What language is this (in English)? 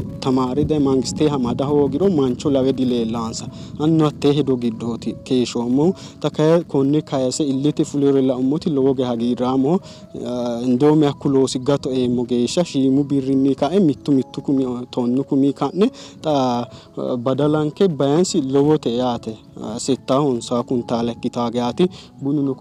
Sidamo